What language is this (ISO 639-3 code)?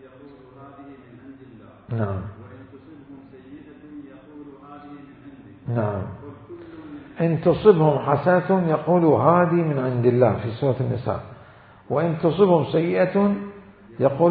acm